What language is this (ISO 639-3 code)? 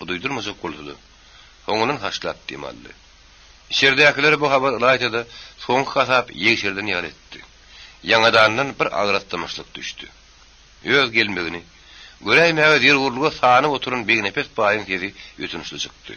tuk